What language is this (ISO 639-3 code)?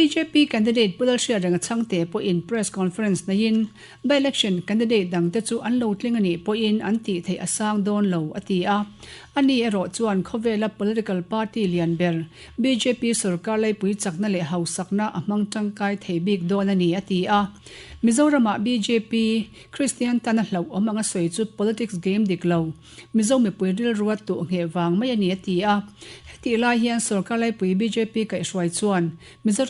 lus